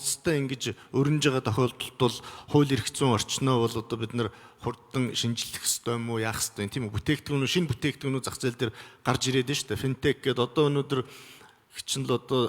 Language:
Mongolian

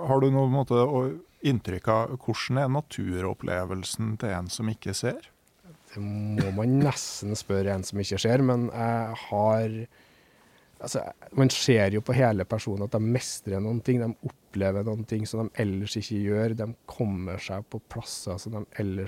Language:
Norwegian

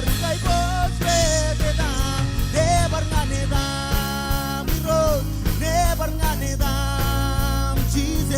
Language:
Marshallese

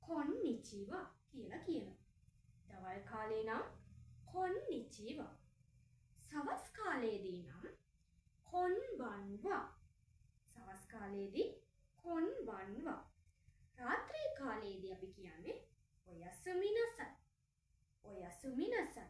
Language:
Sinhala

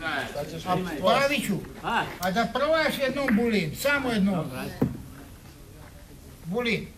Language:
Croatian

